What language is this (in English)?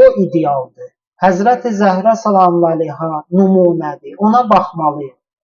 Azerbaijani